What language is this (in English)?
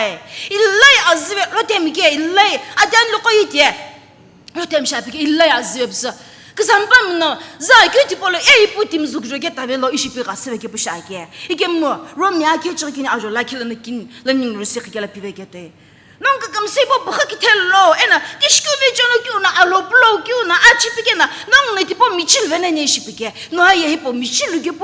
Sumi Naga